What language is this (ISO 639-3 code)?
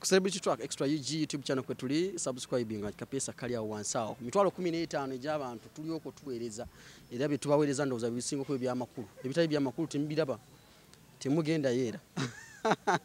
lug